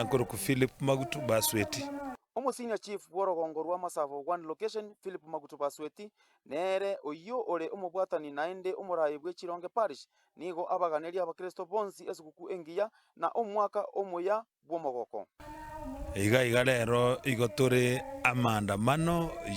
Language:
Gusii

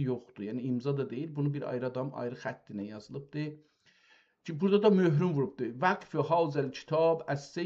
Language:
South Azerbaijani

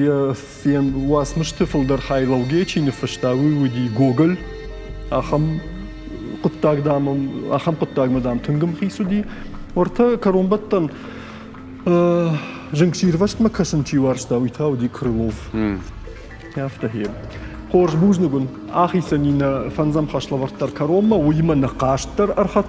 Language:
Ossetic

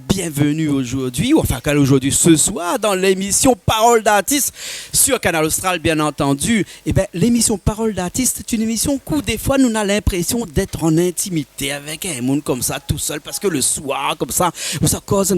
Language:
Réunion Creole French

